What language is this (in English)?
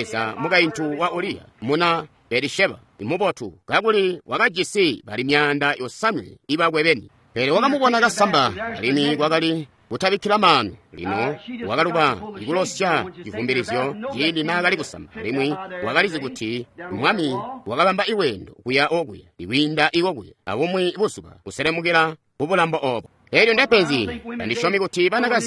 Tonga (Zambia)